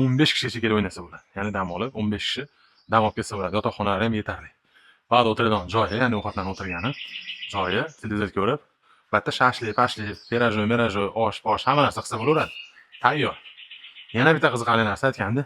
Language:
Uzbek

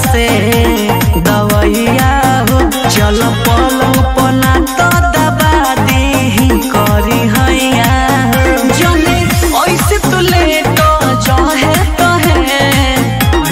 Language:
Bhojpuri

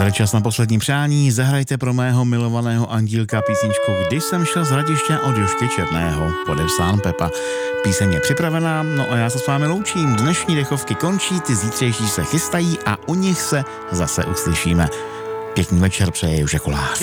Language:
Czech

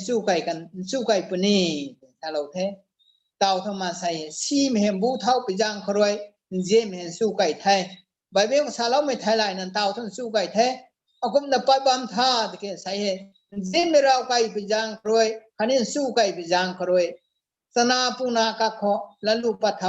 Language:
Rongmei Naga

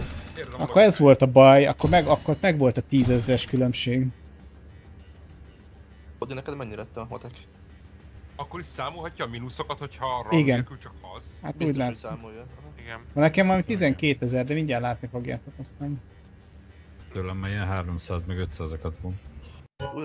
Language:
Hungarian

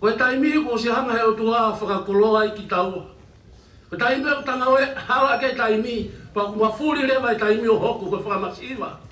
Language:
Tongan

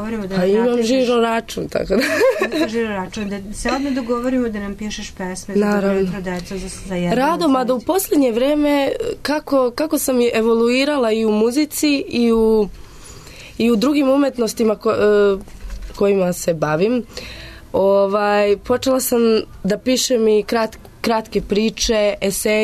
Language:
Serbian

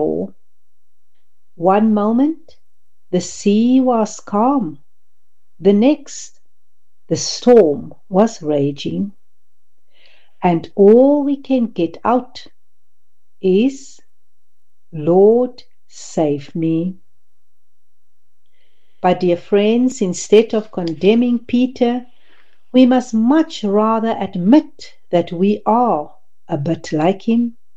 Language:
Afrikaans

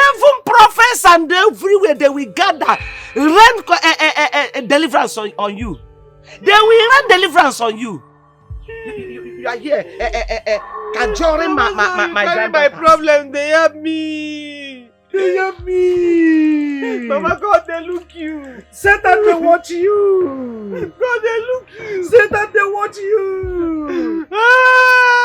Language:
Nigerian Pidgin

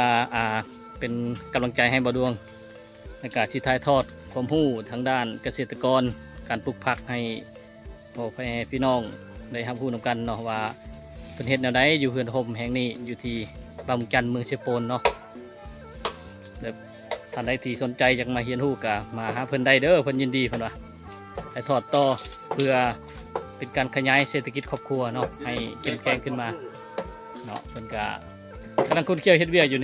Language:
Lao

